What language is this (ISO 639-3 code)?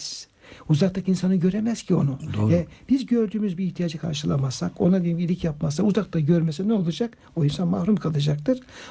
tur